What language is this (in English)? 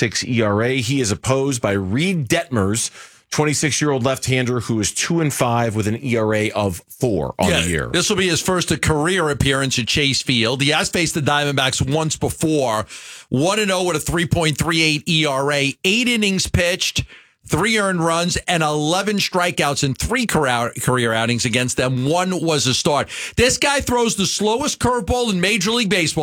English